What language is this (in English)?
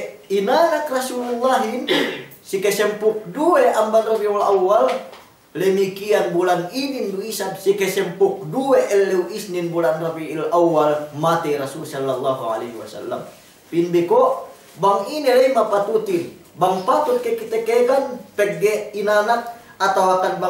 Yakan